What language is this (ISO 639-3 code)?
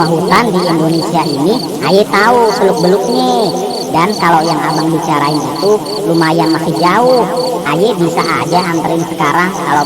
bew